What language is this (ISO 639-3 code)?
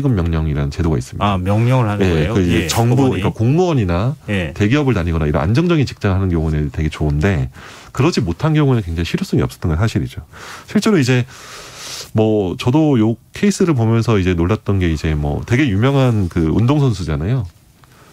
kor